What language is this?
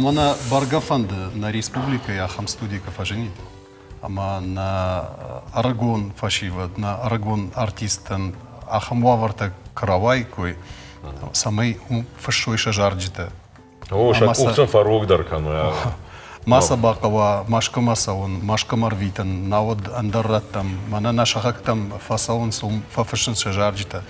Ossetic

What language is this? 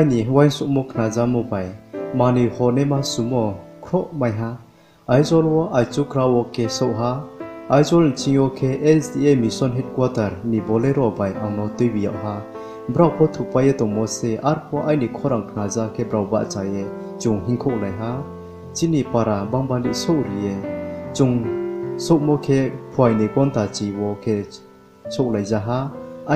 Riang (India)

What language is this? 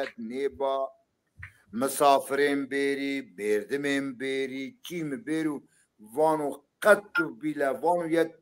Zaza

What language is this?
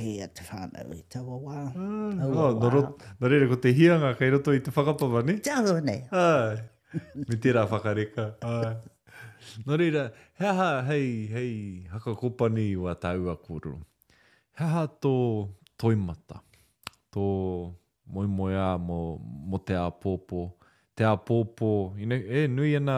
Māori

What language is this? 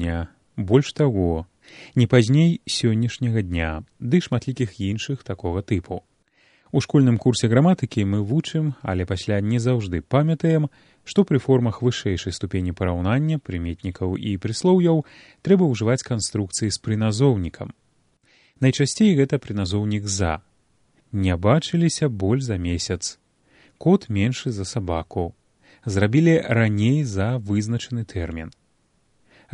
Belarusian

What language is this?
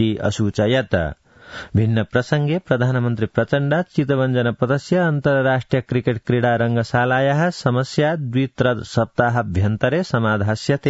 Sanskrit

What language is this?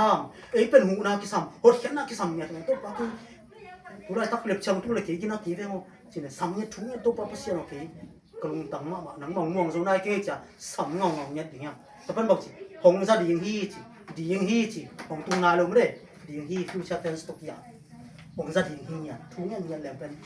Tedim Chin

